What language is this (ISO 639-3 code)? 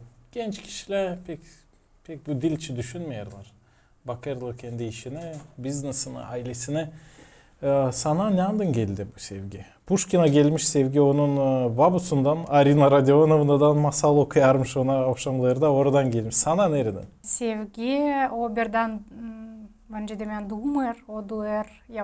gag